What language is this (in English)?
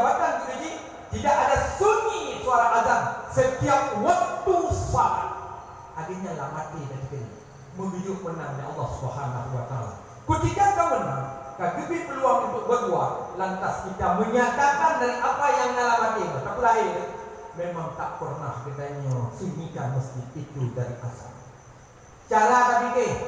Achinese